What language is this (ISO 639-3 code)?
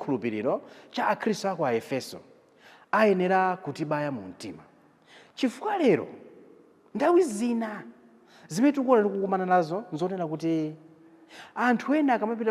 nya